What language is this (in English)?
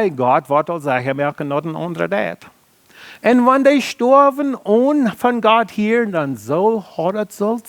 Plautdietsch